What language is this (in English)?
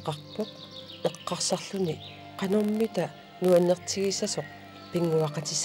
Kalaallisut